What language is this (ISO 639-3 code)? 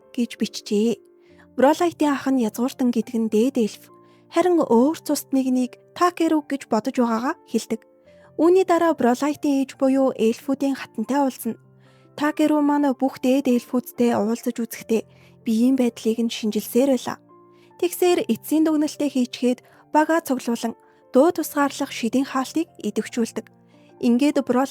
mon